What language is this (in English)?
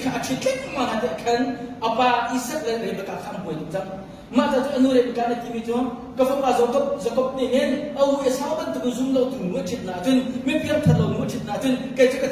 Hakha Chin